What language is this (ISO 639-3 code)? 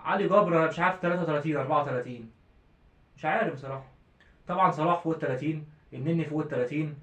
arz